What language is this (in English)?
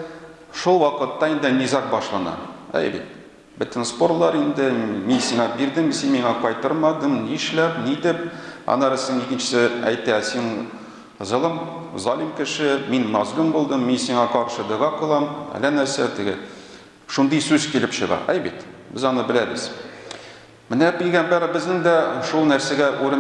Tatar